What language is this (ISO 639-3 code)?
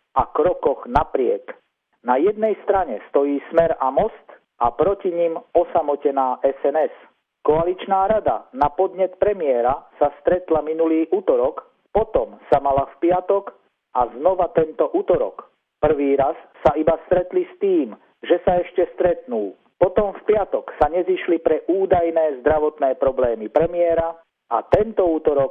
slk